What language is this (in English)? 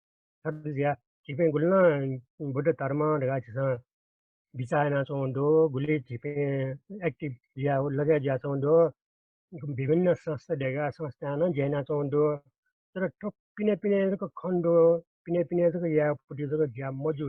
Newari